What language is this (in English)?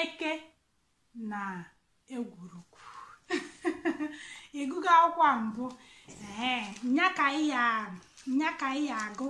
Igbo